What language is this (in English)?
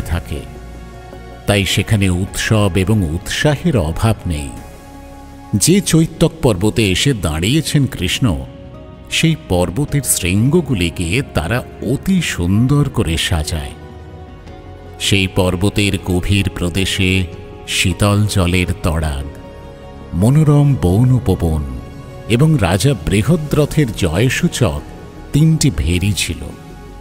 Bangla